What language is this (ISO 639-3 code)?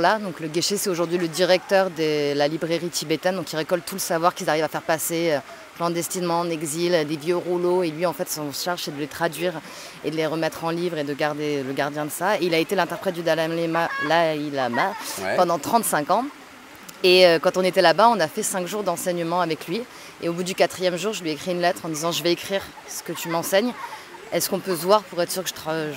fra